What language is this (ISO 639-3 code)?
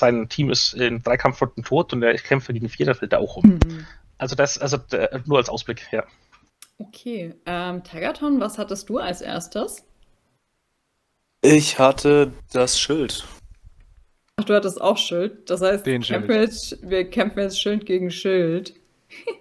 deu